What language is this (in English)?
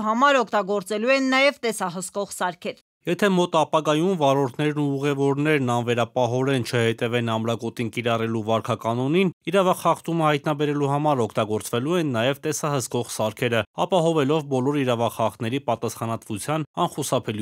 Armenian